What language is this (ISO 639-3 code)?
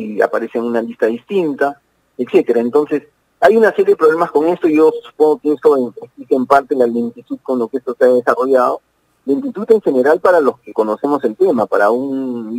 spa